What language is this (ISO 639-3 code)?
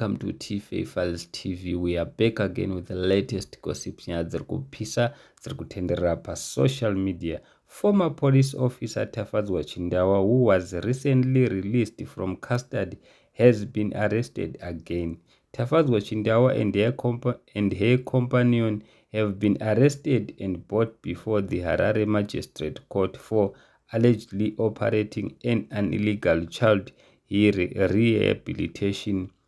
sna